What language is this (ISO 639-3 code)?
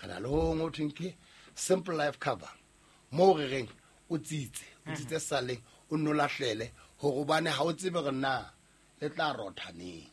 sot